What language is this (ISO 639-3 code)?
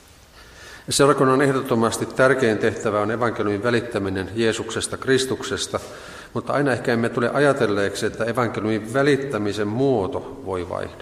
fin